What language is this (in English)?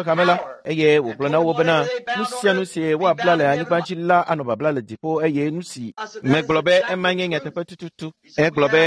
Ewe